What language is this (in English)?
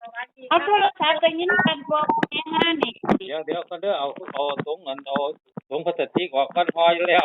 Northeastern Thai